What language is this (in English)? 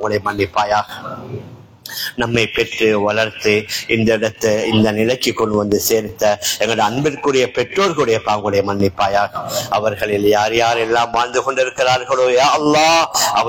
Tamil